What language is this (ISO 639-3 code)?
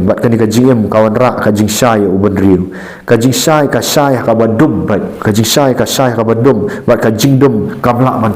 kha